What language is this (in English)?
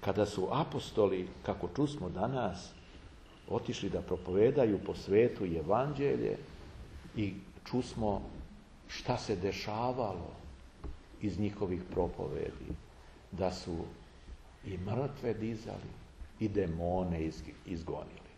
Serbian